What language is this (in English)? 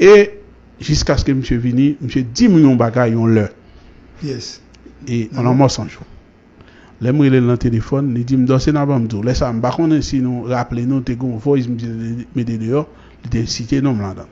Haitian Creole